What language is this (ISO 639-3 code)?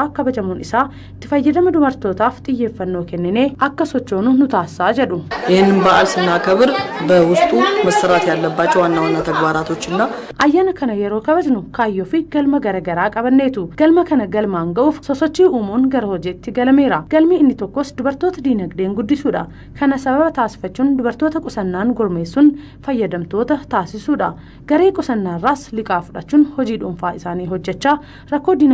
orm